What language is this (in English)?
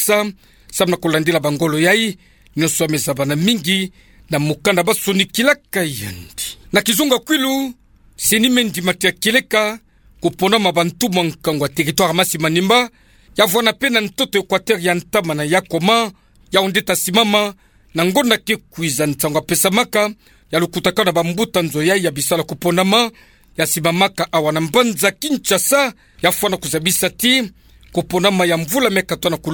Kituba (Democratic Republic of Congo)